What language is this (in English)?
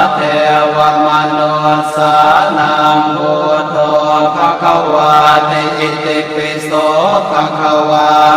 Pali